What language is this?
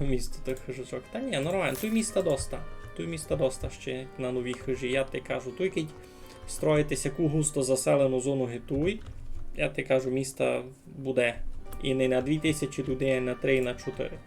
Rusyn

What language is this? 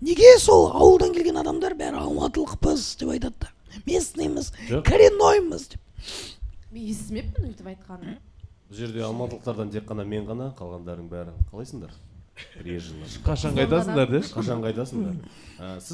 Kazakh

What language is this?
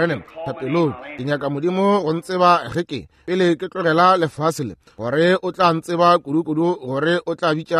Northern Sotho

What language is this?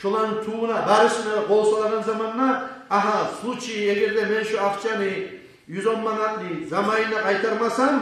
Kumyk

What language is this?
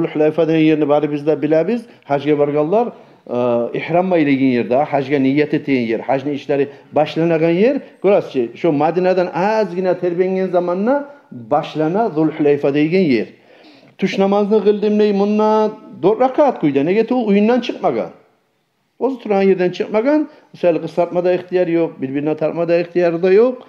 Kumyk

